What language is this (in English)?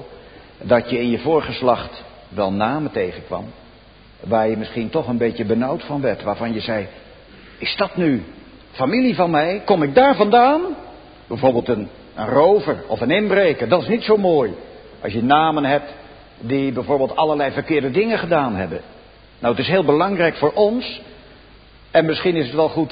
Dutch